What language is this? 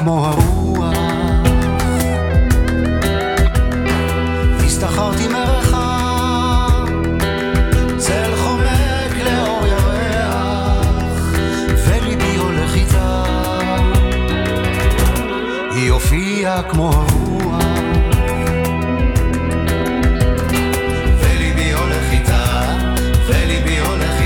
Hebrew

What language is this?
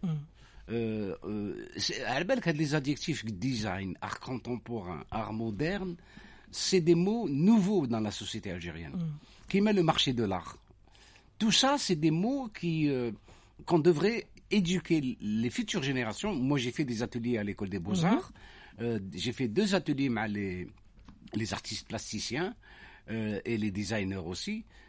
French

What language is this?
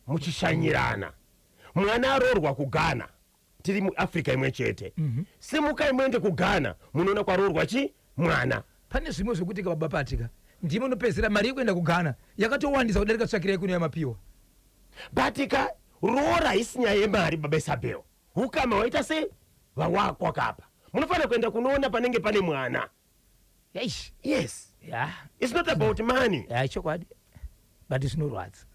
Shona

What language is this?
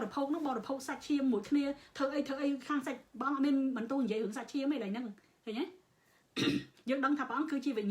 Khmer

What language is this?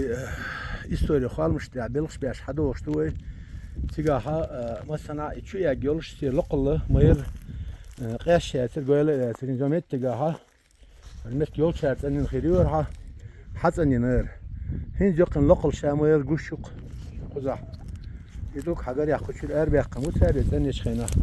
Chechen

